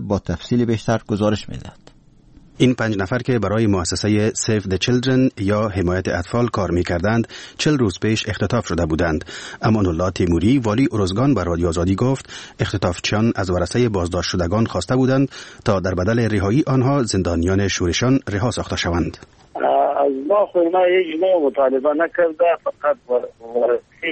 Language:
Persian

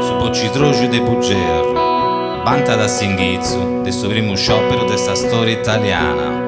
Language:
Sardinian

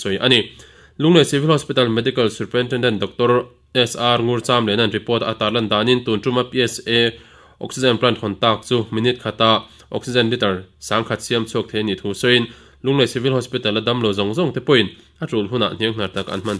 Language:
Mizo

